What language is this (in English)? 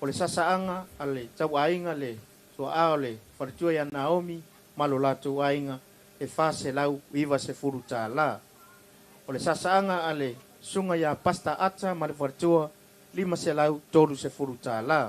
Samoan